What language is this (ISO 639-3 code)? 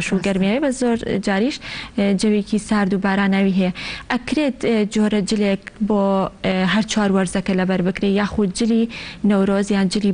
ckb